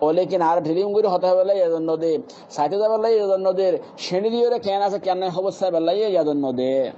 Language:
Rohingya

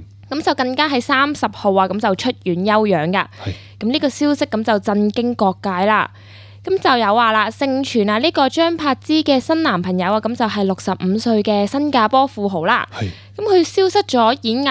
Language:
Cantonese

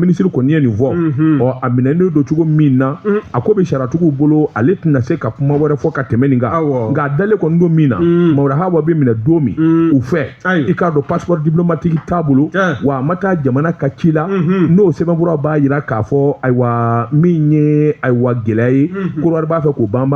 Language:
Bambara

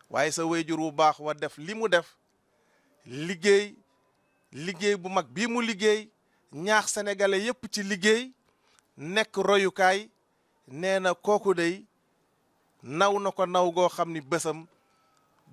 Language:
Wolof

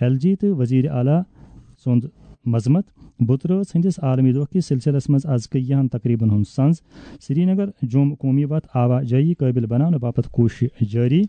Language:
Kashmiri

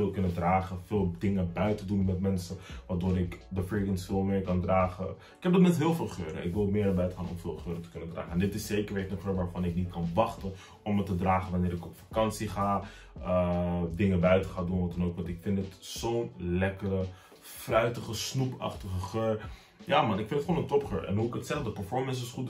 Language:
Dutch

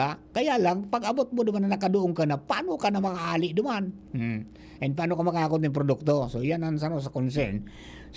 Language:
Bikol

